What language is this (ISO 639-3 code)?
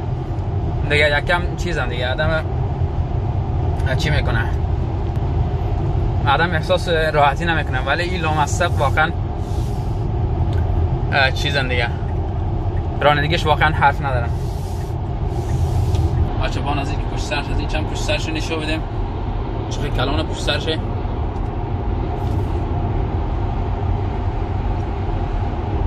fas